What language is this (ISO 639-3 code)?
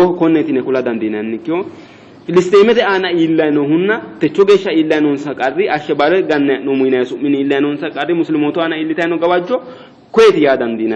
sid